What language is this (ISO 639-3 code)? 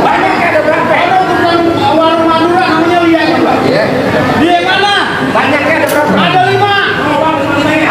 bew